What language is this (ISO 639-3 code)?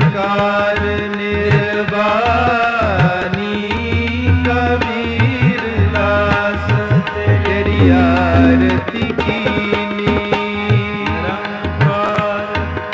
pan